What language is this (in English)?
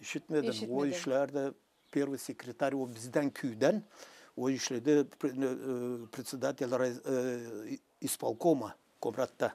Gagauz